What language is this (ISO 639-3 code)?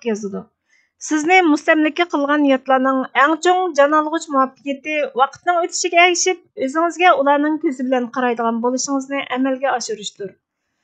uig